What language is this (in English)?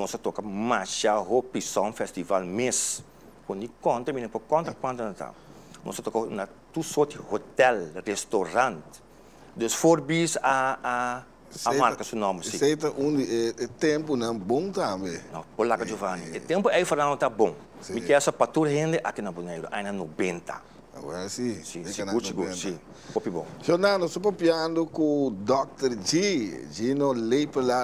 Papiamento